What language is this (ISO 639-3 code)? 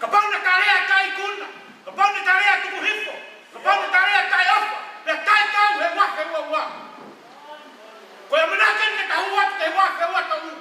ton